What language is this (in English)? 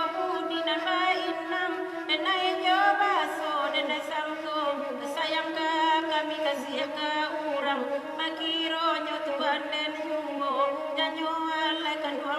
Minangkabau